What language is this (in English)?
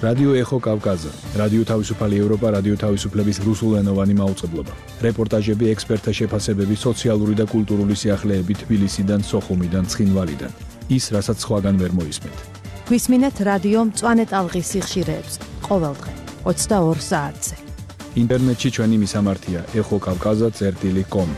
Georgian